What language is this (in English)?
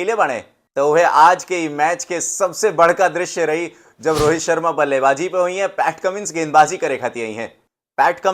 Bhojpuri